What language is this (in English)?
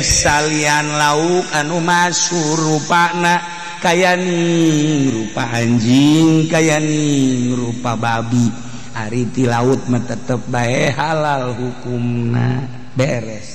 Sundanese